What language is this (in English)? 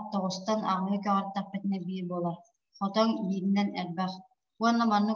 Yakut